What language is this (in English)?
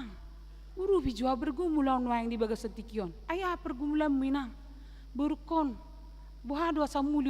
Batak Toba